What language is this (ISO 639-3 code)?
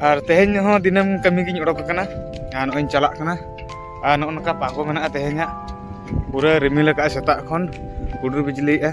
sat